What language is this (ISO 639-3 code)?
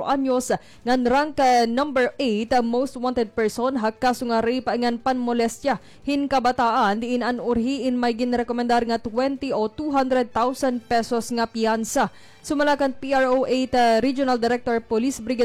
war